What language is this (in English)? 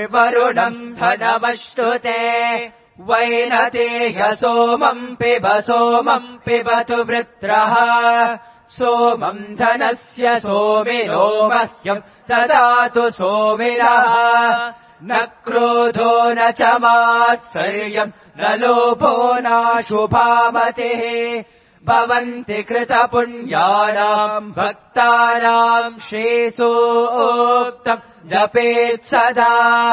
Sanskrit